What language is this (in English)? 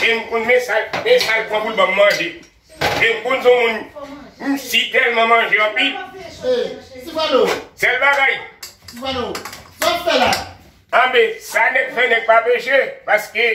Haitian Creole